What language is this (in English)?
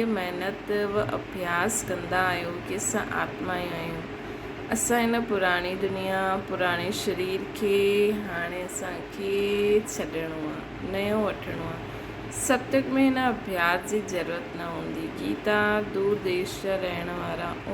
Sindhi